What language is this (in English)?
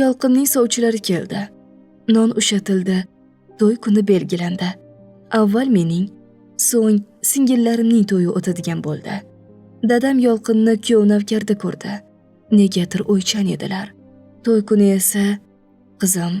Uzbek